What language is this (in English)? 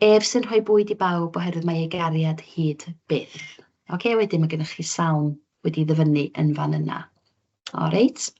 Welsh